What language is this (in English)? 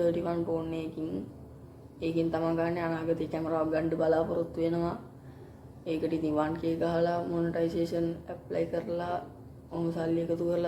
Sinhala